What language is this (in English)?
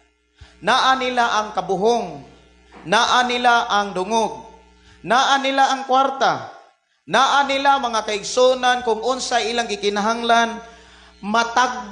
Cebuano